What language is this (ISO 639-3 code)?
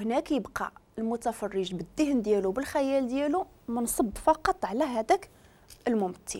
ary